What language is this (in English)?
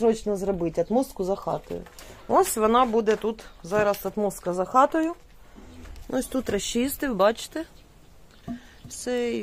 Ukrainian